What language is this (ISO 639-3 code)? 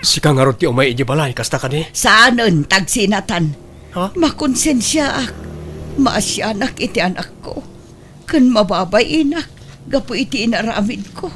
ilo